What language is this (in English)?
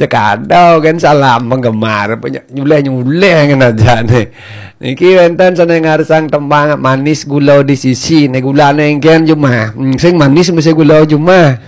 Balinese